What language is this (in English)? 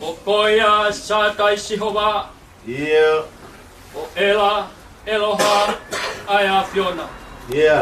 Tongan